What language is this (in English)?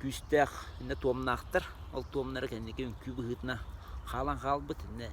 Yakut